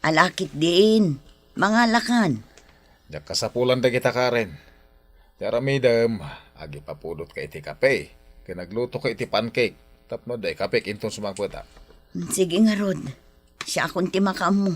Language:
Iloko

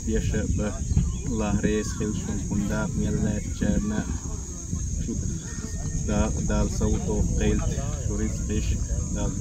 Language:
Chechen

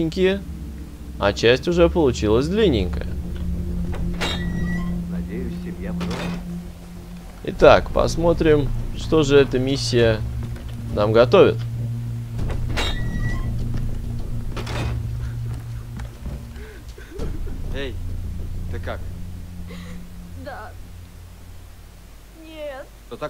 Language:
Russian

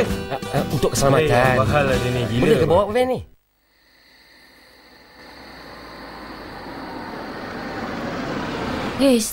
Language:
Malay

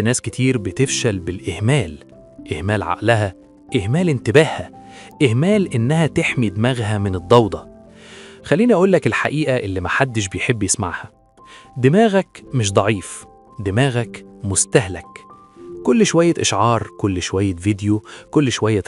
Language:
Egyptian Arabic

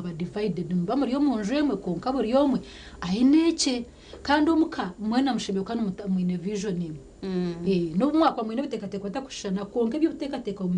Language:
Nyankole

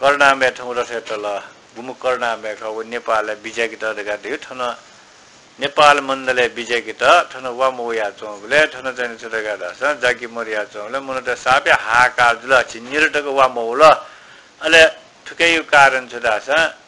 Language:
Newari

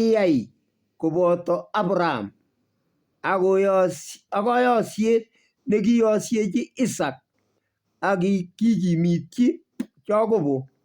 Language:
Kalenjin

